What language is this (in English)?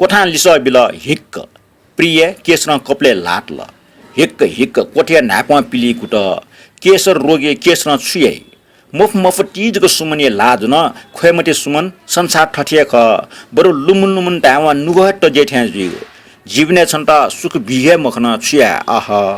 Newari